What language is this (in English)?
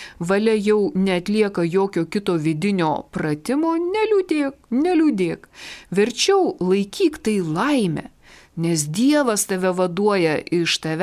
Lithuanian